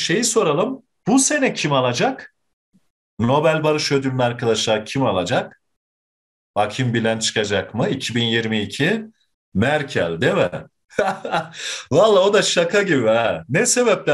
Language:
Turkish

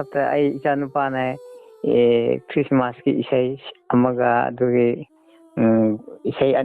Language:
Manipuri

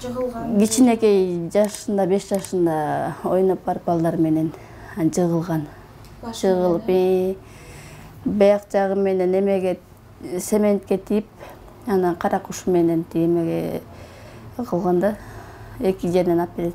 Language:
Kyrgyz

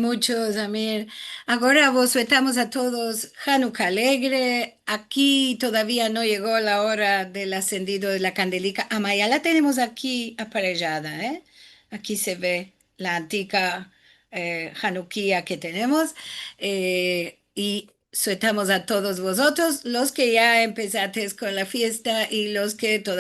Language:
Ladino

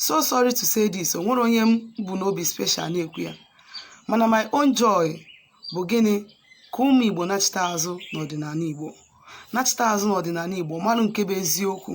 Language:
Igbo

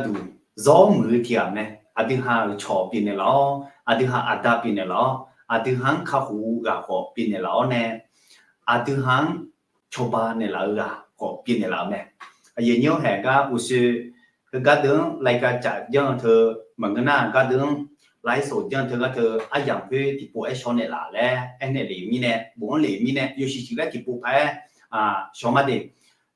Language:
Akha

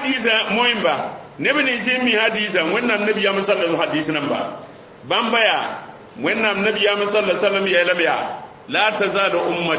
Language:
Mossi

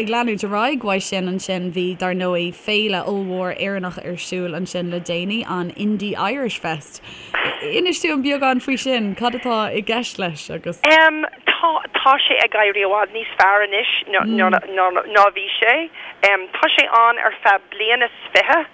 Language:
Irish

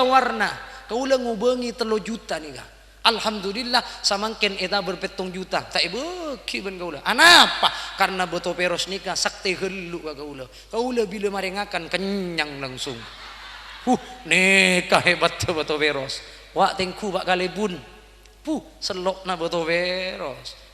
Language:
Madurese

